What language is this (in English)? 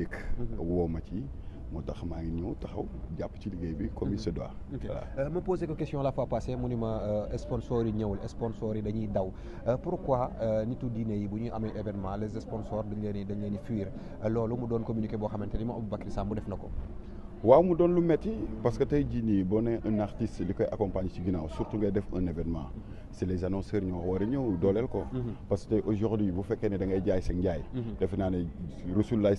Wolof